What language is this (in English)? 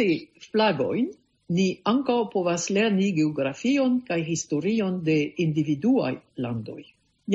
Esperanto